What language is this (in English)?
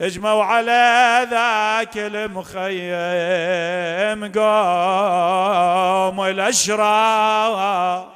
Mesopotamian Arabic